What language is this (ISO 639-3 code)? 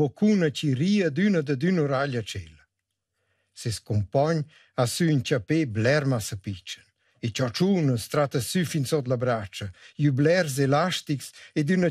roh